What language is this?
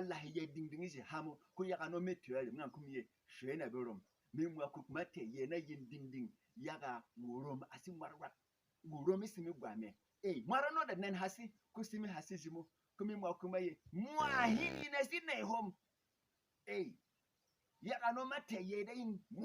Berom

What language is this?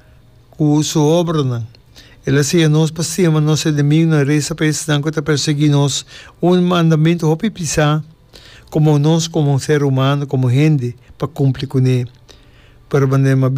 Papiamento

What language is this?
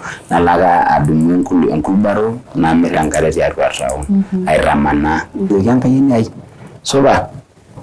Masai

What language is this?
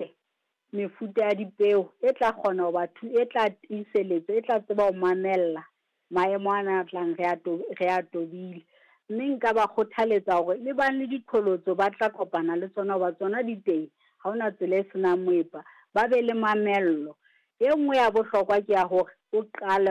Southern Sotho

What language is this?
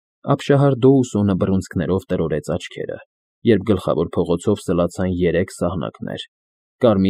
Armenian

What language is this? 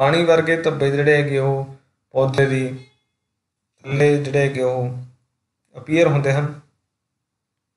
Punjabi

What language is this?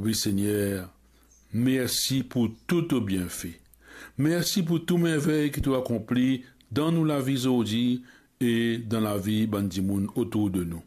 Morisyen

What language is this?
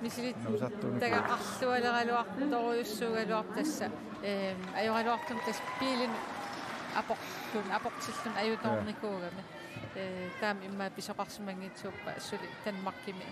Kalaallisut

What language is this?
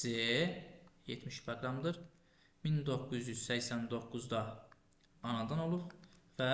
Azerbaijani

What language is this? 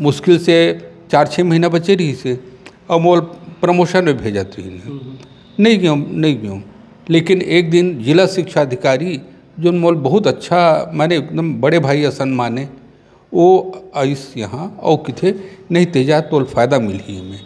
Chhattisgarhi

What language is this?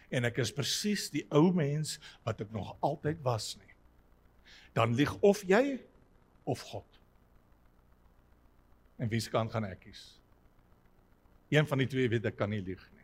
Afrikaans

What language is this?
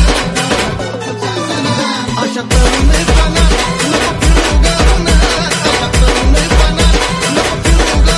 Marathi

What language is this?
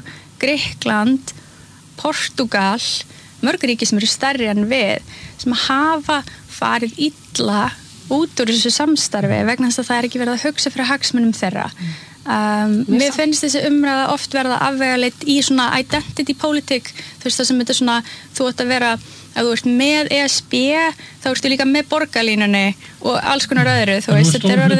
Icelandic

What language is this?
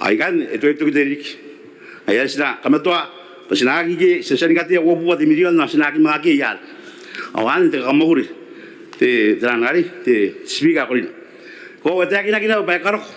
Gilbertese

